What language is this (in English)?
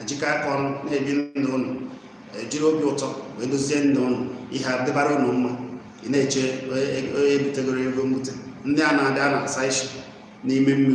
Igbo